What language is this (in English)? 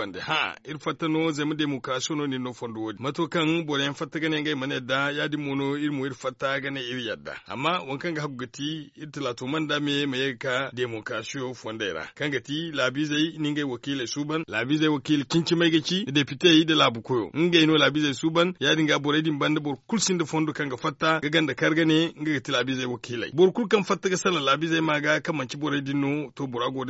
Zarma